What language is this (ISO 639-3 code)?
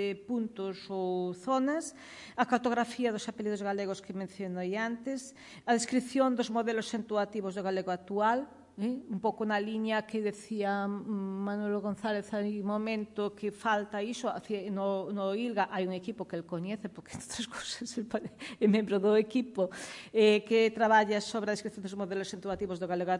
glg